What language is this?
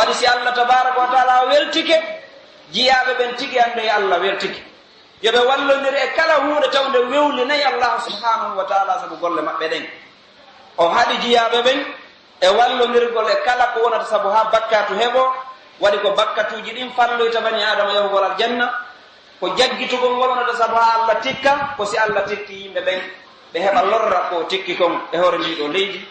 Pular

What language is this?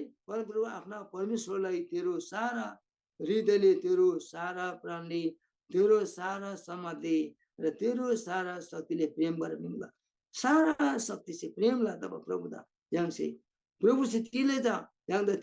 Eastern Tamang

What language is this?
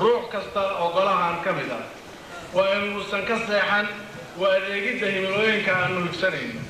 Somali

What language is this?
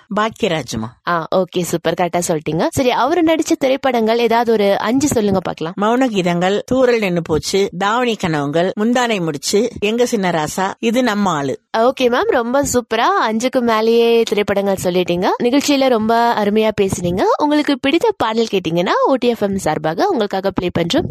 Tamil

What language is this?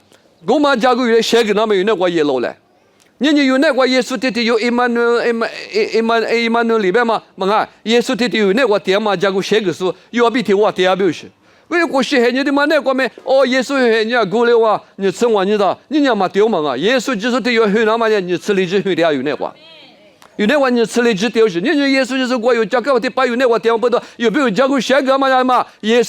Lisu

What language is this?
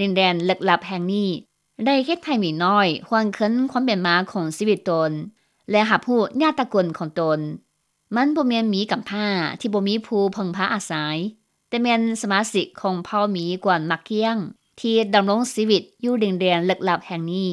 Lao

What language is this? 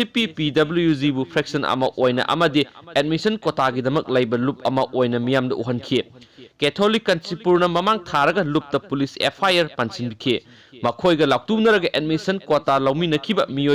Manipuri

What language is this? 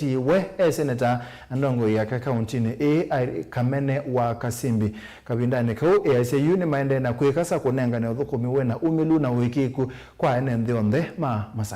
Kamba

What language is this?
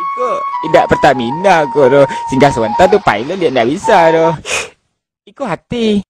Minangkabau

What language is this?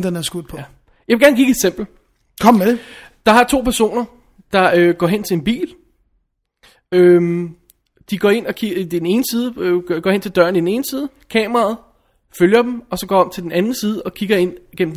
Danish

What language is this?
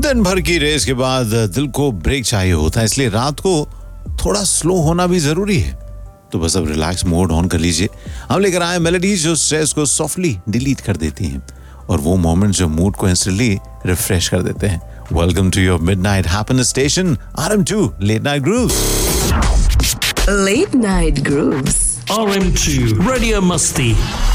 Hindi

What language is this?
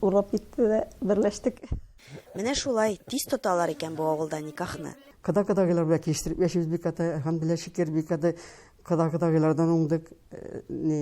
Tatar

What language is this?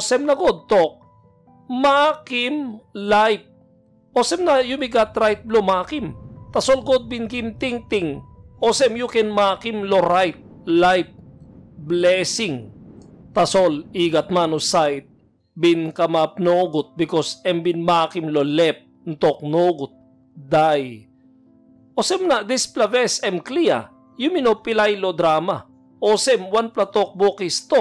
Tok Pisin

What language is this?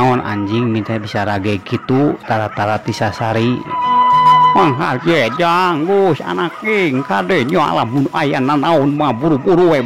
Sundanese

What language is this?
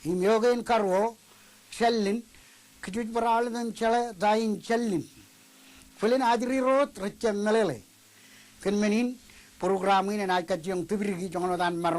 Marshallese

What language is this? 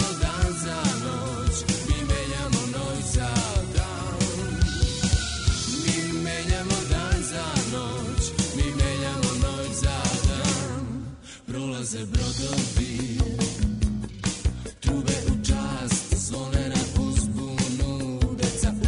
Serbian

